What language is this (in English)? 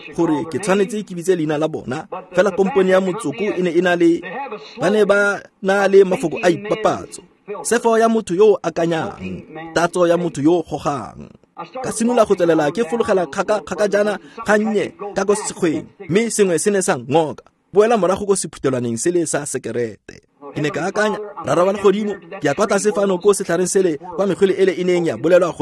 Tswana